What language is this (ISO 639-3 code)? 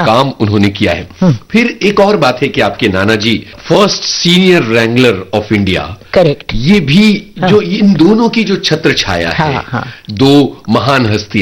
hin